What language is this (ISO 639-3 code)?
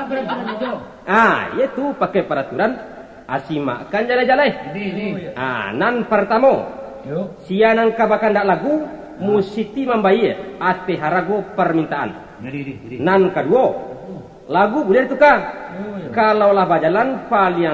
min